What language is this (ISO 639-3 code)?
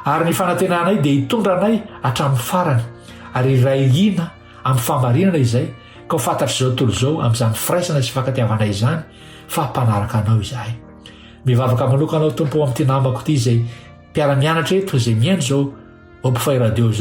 mlg